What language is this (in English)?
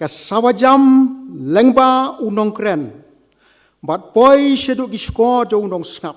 Khasi